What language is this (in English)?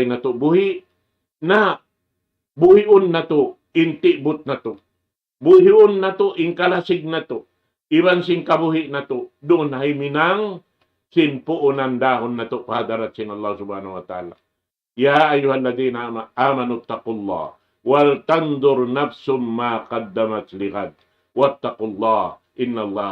Tausug